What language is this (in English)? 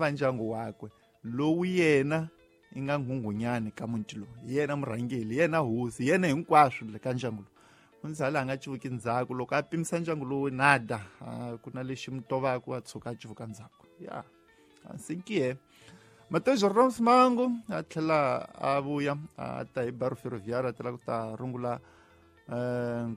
Tsonga